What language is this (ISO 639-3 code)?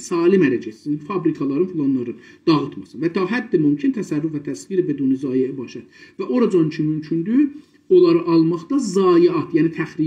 azb